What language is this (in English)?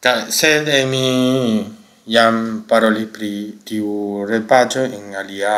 Esperanto